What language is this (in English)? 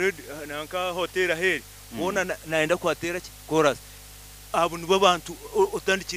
Nyankole